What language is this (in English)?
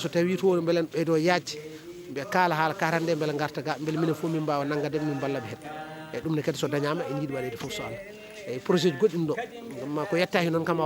Fula